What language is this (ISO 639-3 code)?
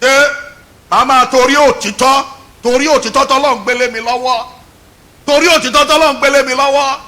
yor